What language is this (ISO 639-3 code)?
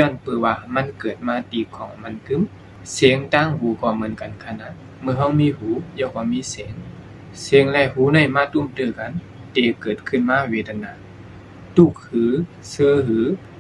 shn